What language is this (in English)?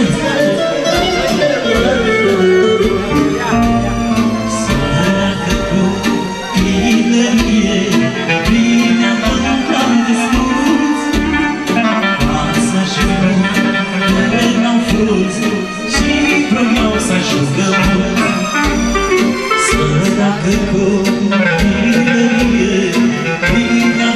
Romanian